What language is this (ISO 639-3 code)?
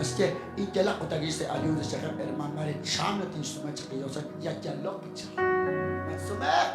kek